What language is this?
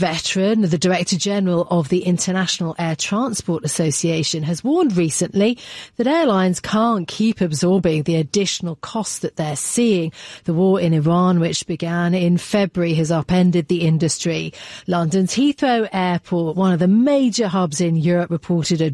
English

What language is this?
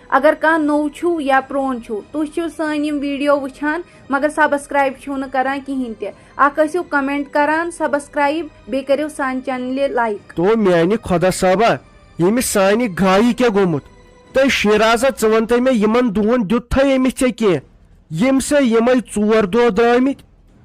Kashmiri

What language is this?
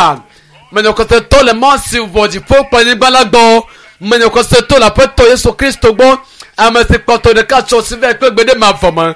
Ewe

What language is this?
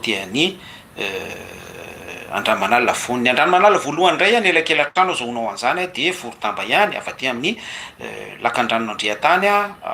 Malagasy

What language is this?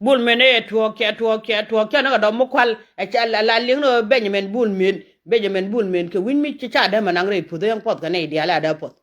Nuer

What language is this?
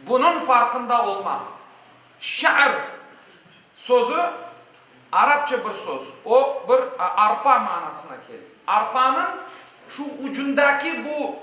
Crimean Tatar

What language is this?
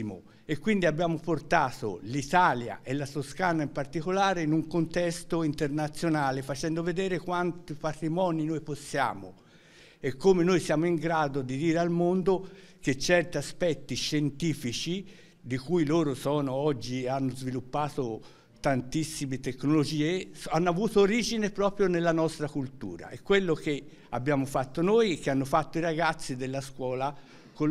Italian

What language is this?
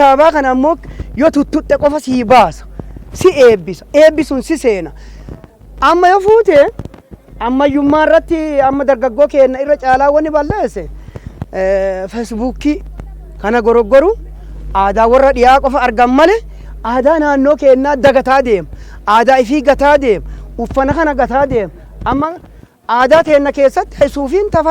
Oromo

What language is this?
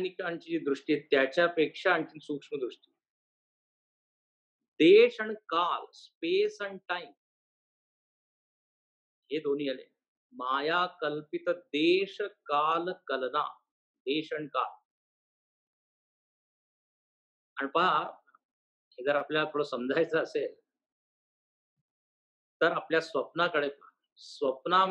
Marathi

